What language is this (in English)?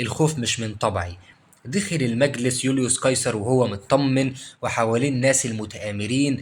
Egyptian Arabic